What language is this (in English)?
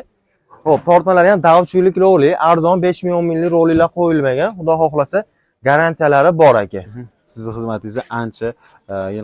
Uzbek